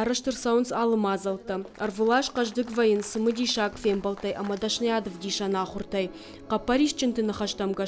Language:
Ossetic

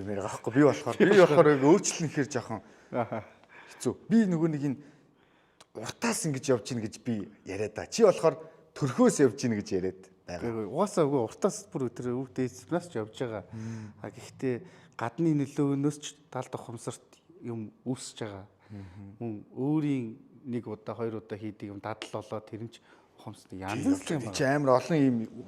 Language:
Mongolian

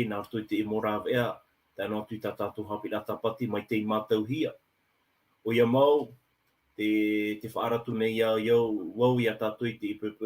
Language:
Tahitian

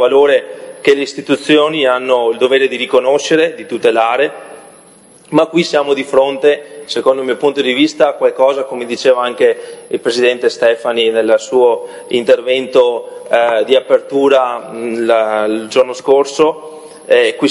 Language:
Italian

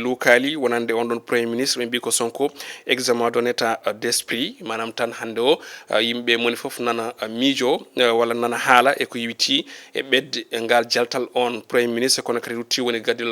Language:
Fula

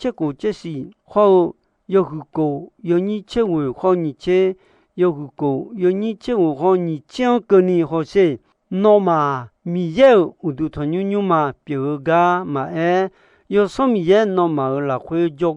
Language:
Akha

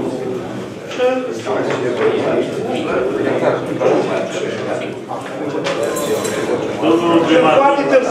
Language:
Romanian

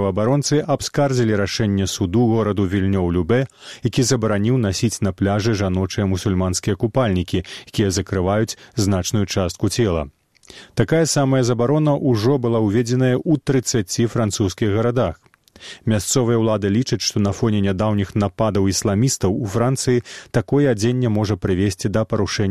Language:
Belarusian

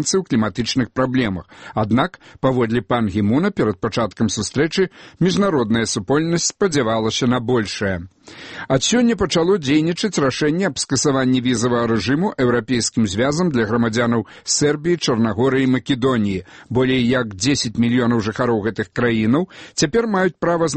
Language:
Belarusian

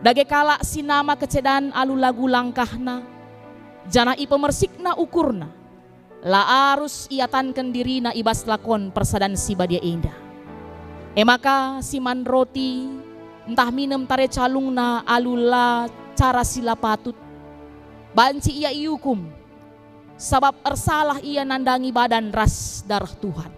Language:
Batak Karo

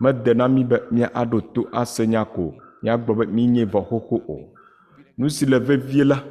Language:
Ewe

